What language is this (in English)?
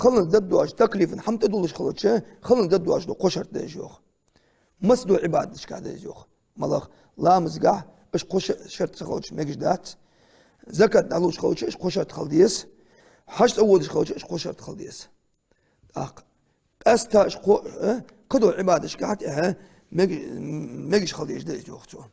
Ingush